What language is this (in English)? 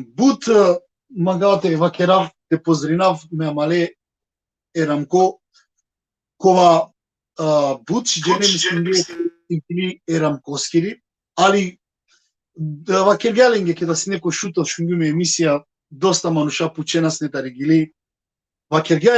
Balkan Romani